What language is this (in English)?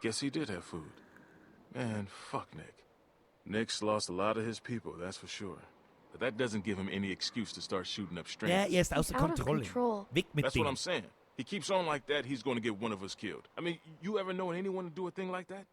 Bavarian